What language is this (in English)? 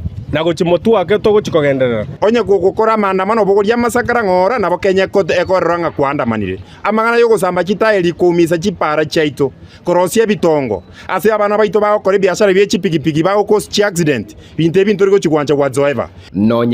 Gusii